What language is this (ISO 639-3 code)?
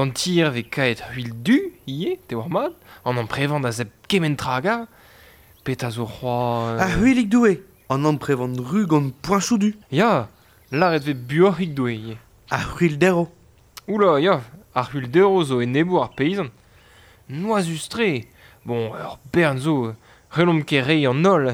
bre